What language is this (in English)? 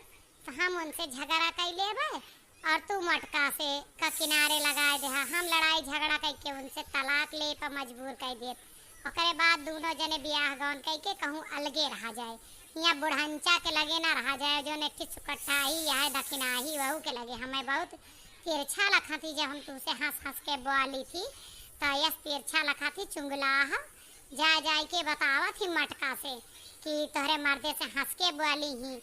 Awadhi